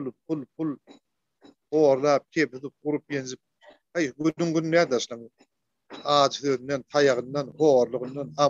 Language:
Turkmen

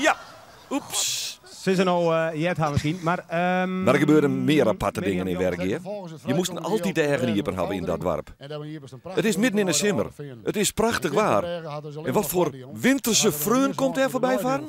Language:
Western Frisian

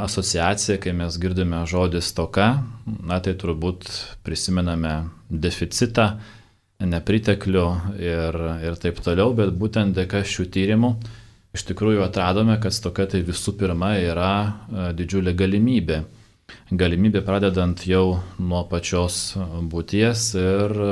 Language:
Lithuanian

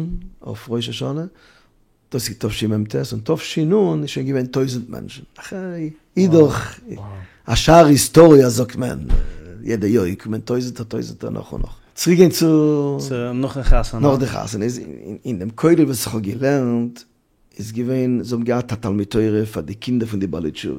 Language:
Yiddish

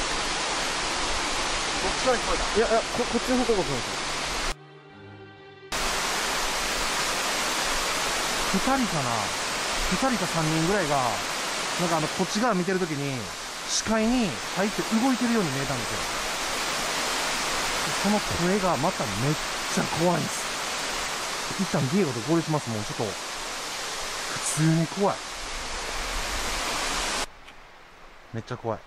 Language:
Japanese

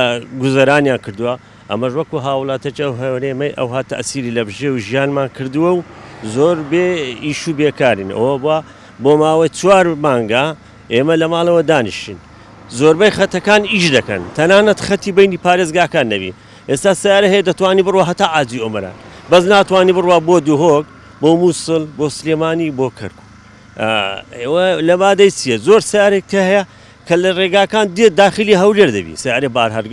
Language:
Central Kurdish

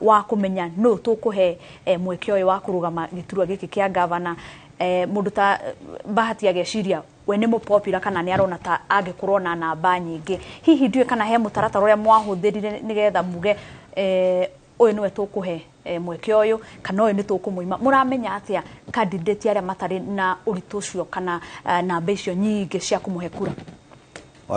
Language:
Kikuyu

